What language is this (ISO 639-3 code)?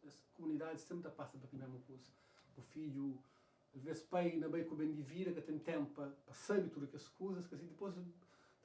kea